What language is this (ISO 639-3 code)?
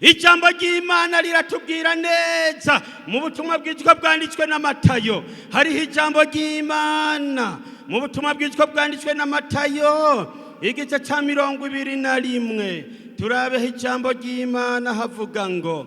run